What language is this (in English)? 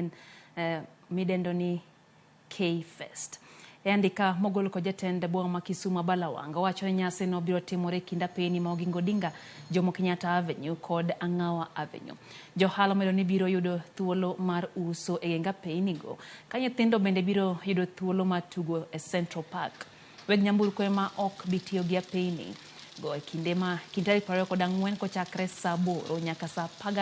Luo (Kenya and Tanzania)